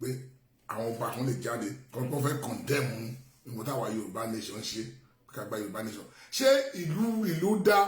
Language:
Yoruba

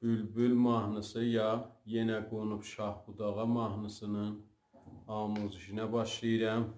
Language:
South Azerbaijani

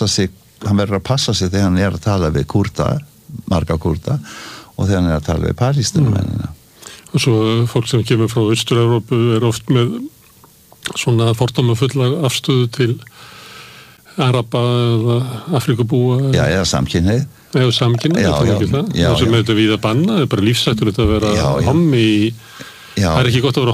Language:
Icelandic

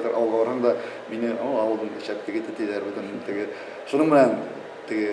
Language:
Bashkir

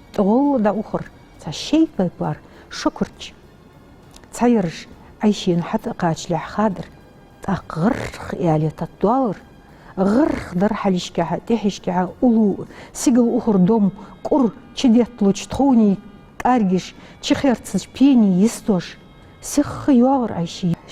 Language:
Ingush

